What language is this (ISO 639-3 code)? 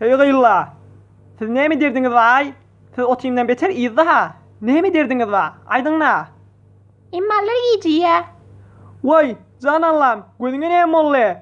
tuk